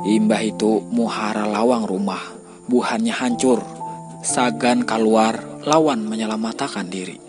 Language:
Banjar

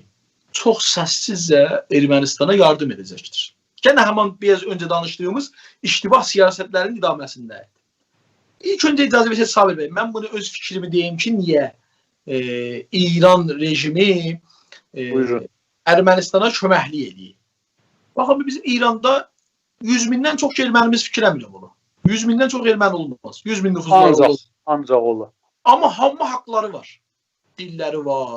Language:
South Azerbaijani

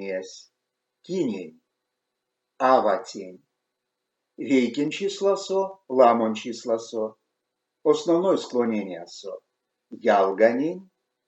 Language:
Erzya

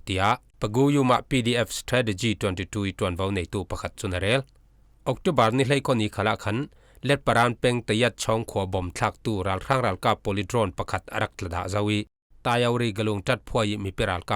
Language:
Falam Chin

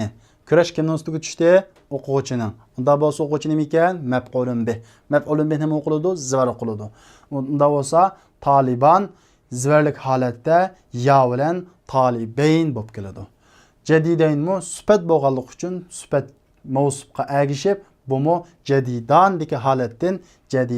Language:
Uyghur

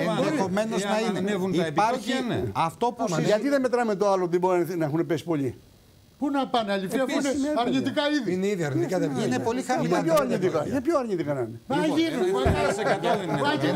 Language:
Greek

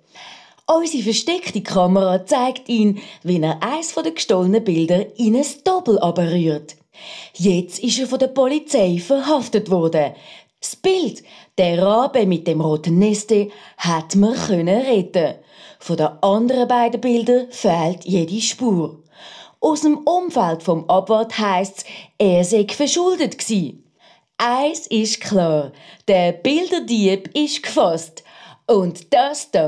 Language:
Swiss German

